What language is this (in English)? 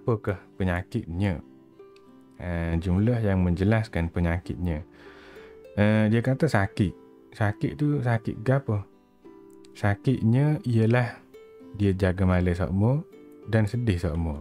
Malay